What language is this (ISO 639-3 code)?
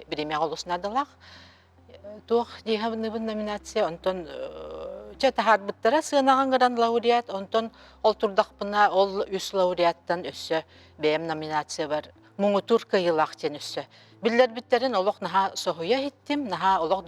sah